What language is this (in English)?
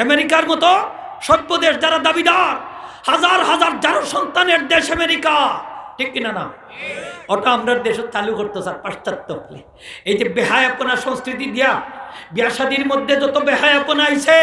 Sylheti